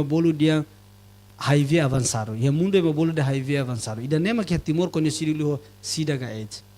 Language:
Tetum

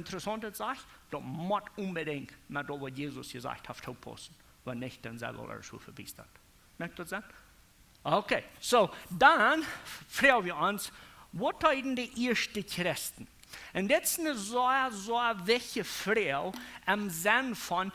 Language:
Plautdietsch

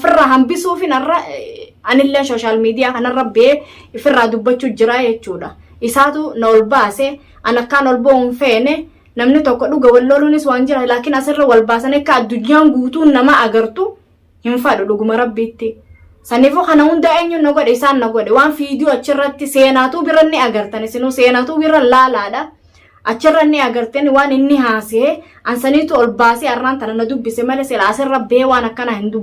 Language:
Oromo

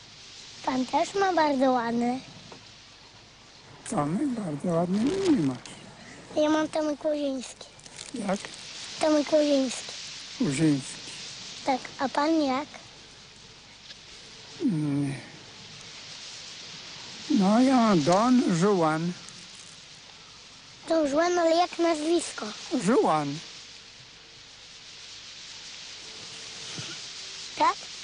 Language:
Polish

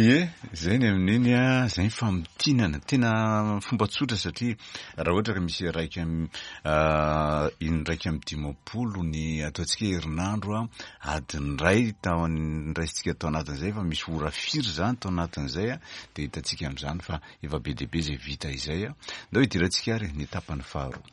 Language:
Malagasy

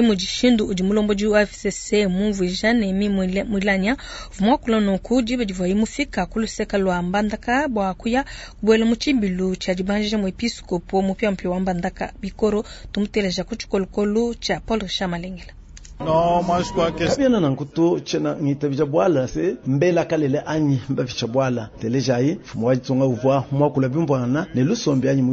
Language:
Luba-Lulua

